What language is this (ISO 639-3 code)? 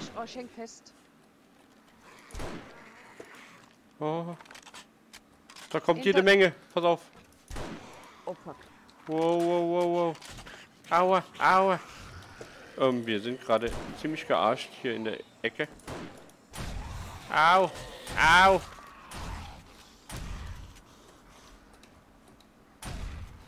deu